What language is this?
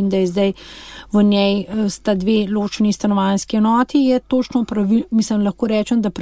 Slovenian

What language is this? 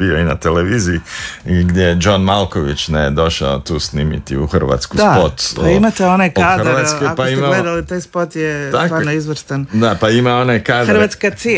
Croatian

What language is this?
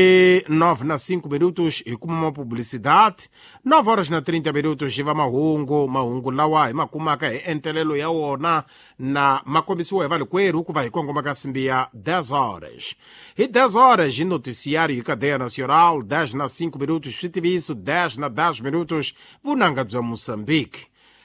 Tsonga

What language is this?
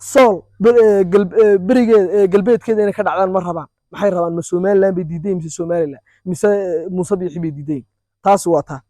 Somali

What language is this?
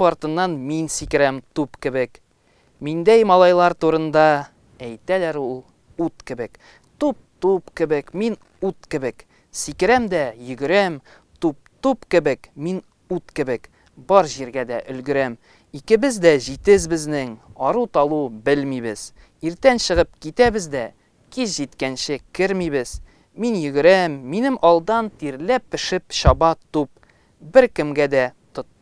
Tatar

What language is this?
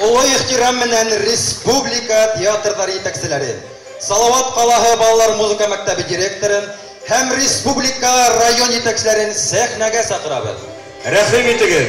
Bashkir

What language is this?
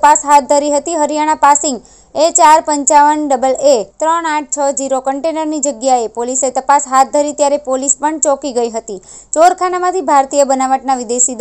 Gujarati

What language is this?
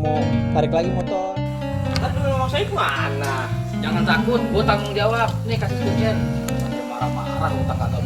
Betawi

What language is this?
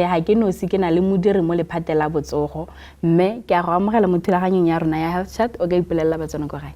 Tswana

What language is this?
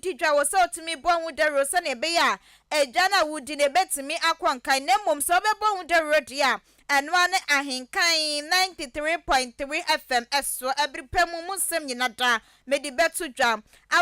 Akan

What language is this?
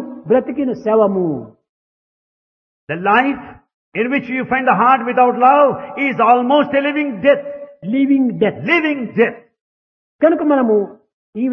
Telugu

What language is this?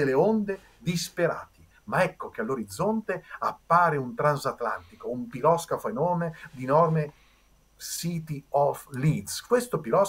Italian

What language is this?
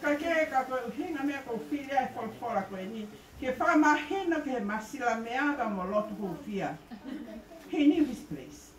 Tongan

